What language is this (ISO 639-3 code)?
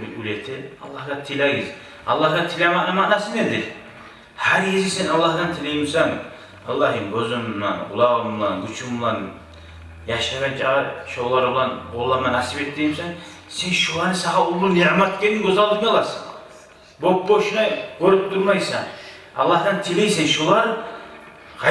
kum